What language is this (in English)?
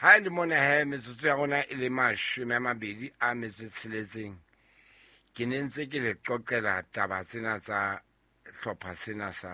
Southern Sotho